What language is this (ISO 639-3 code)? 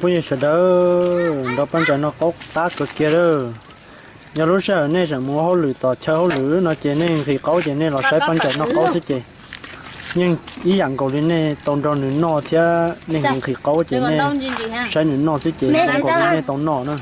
hmn